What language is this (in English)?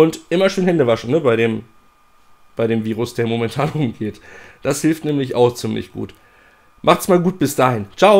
German